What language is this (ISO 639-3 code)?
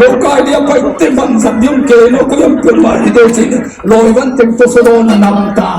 ctd